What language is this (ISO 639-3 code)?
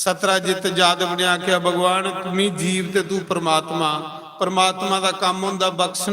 doi